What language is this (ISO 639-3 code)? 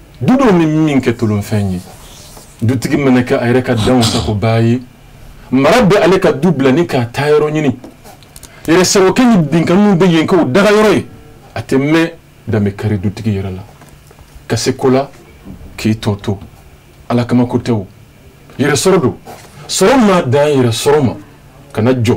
bam